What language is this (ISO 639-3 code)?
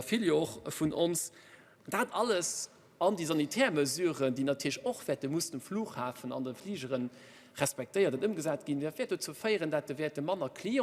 ltz